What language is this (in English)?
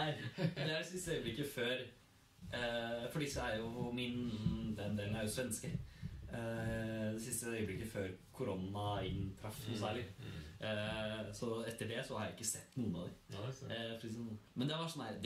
Norwegian